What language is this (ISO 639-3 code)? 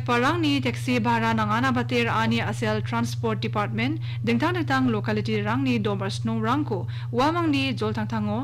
grt